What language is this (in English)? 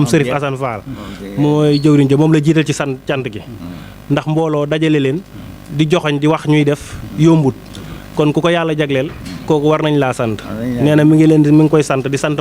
Wolof